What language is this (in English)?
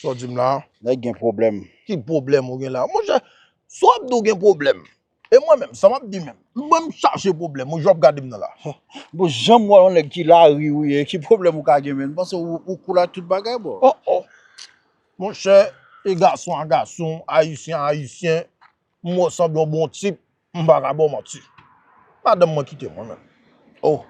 Haitian Creole